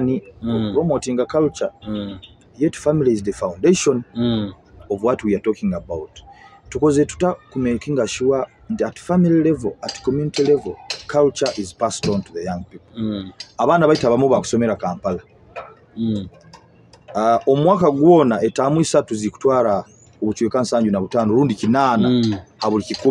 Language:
Nyoro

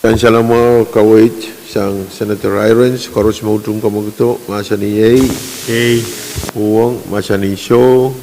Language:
Pohnpeian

